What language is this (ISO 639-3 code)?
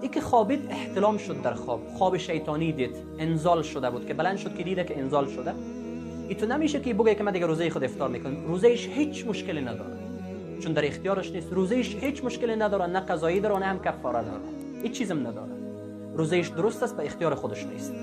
fas